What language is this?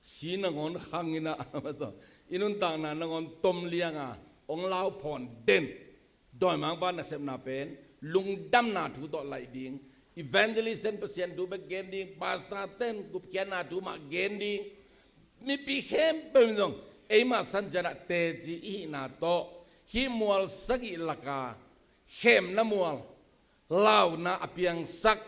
Tedim Chin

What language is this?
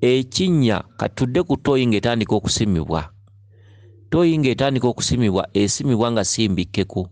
Ganda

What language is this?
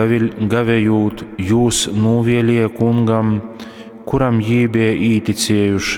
Latgalian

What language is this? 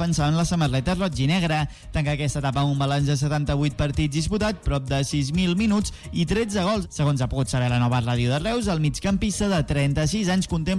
Catalan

